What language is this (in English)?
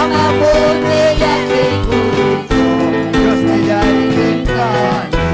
Ayacucho Quechua